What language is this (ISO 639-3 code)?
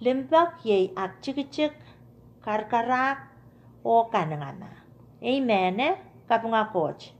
pon